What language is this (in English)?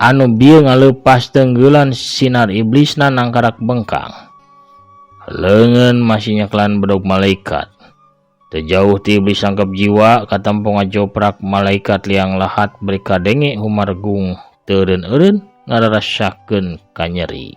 Sundanese